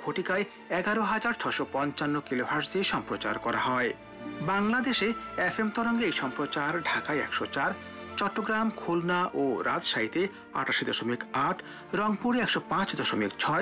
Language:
Bangla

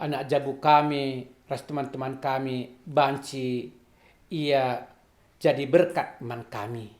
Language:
Batak Karo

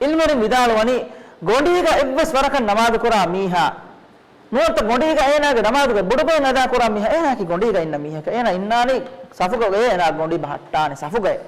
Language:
Divehi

